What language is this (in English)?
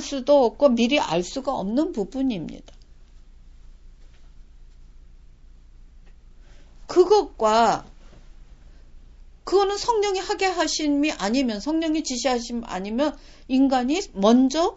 Korean